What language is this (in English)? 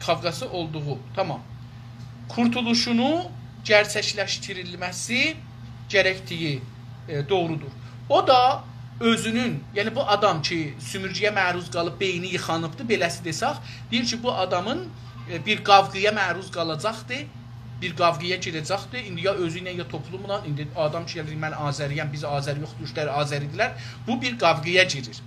South Azerbaijani